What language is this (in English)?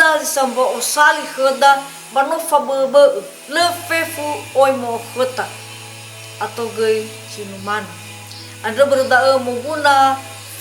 Nias